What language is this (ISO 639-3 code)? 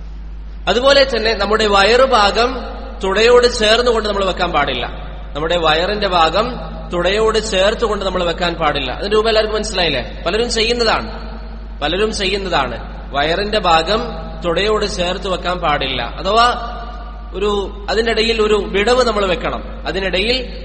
mal